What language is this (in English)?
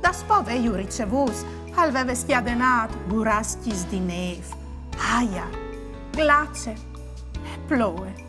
Friulian